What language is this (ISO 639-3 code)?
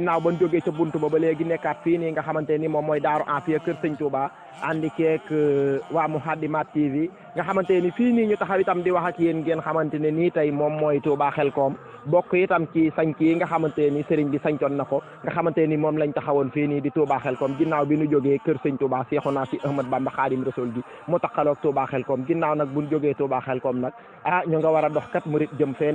wol